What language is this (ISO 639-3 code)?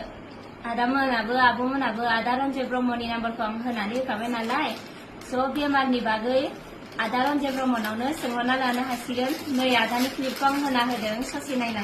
brx